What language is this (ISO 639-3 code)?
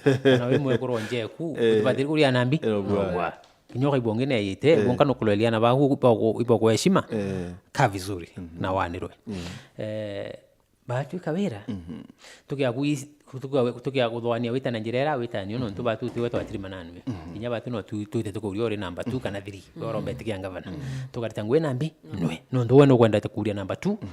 mer